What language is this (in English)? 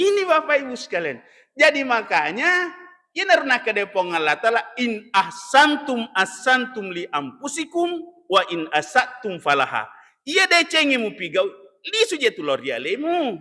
Buginese